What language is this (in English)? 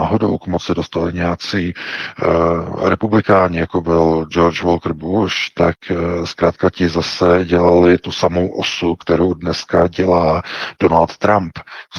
Czech